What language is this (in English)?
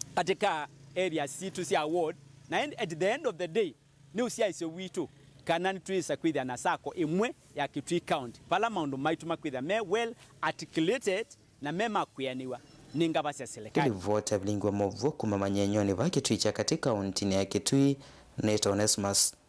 Kamba